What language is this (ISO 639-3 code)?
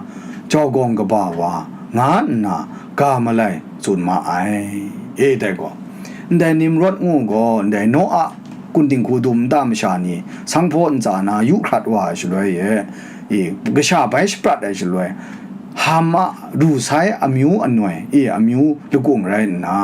kac